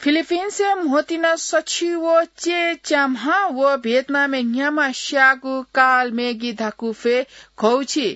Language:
Newari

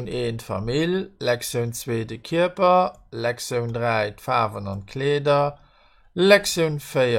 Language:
Luxembourgish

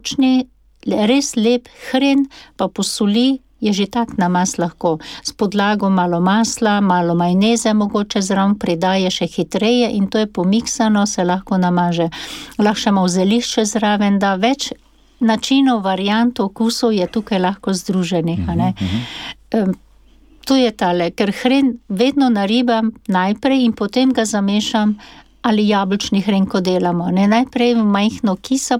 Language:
Slovenian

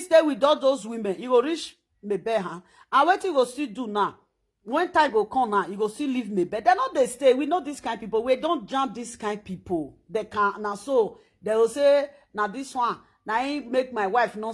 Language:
Nigerian Pidgin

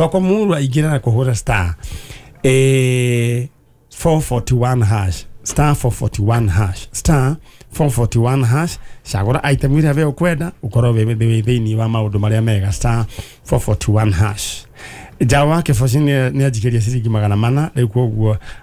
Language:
Kikuyu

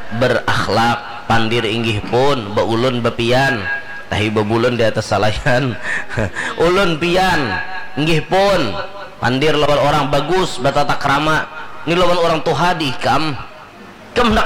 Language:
Banjar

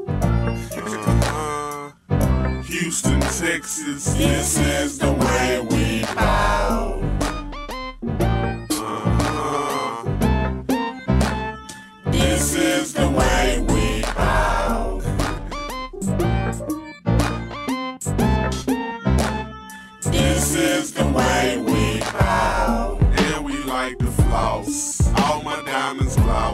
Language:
English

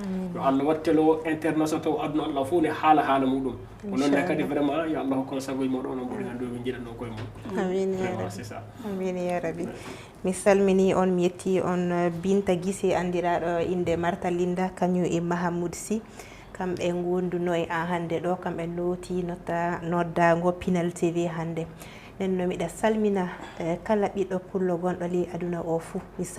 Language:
Fula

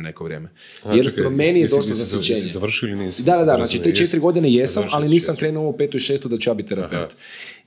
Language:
Croatian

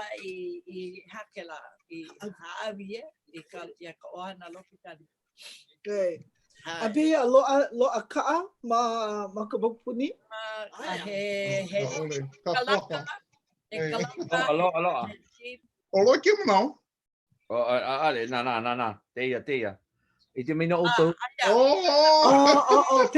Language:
Hawaiian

